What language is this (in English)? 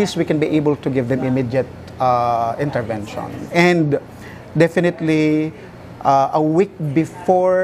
Bikol